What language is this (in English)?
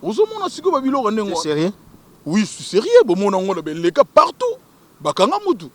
Lingala